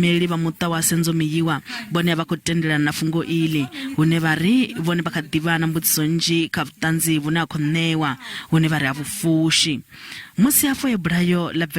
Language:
Venda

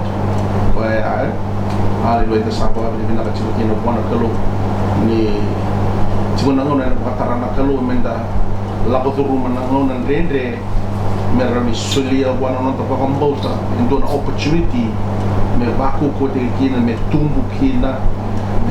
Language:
Fijian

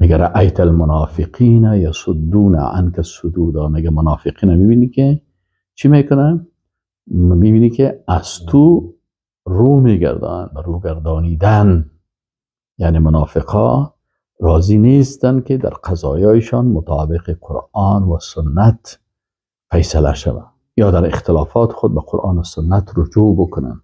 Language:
Persian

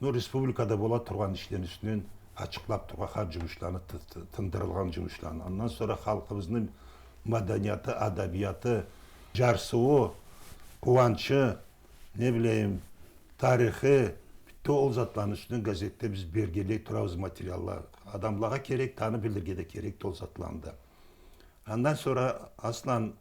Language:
Karachay-Balkar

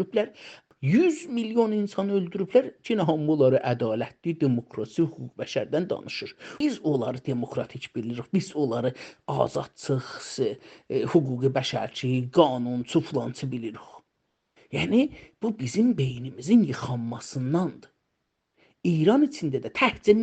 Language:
South Azerbaijani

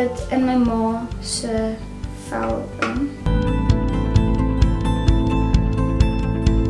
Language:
Afrikaans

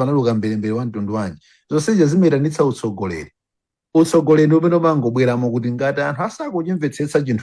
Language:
Nyanja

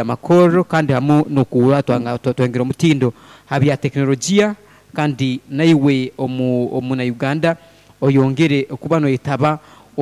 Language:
Nyoro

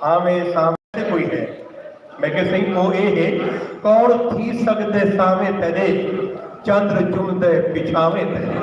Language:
Saraiki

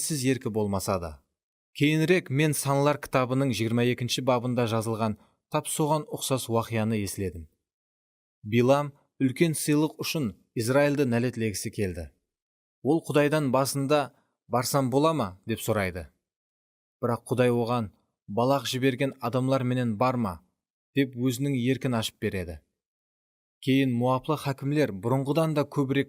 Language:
Kara-Kalpak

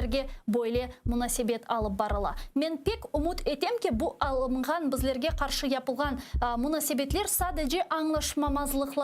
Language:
Crimean Tatar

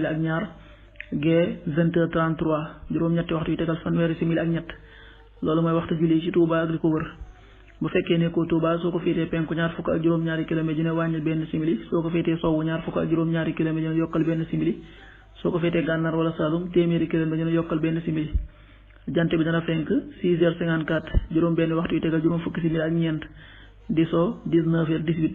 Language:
Wolof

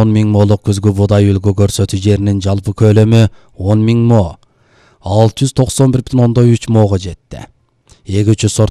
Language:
Kyrgyz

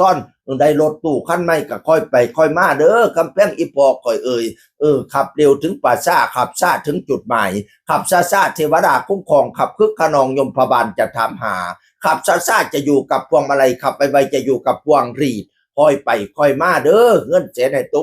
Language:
Northeastern Thai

